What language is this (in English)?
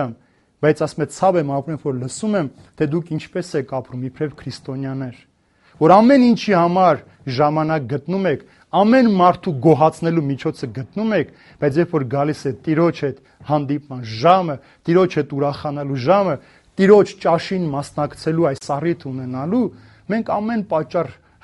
Armenian